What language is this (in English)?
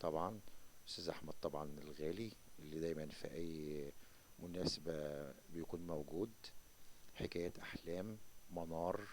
Egyptian Arabic